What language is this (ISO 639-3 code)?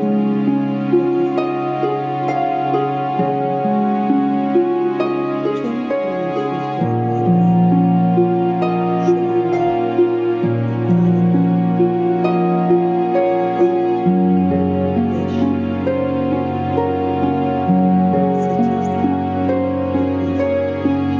tur